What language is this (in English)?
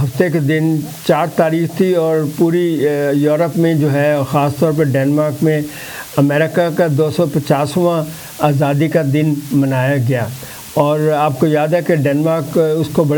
Urdu